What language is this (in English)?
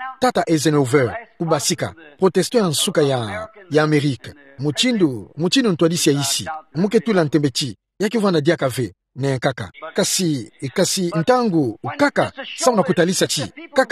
Kituba (Democratic Republic of Congo)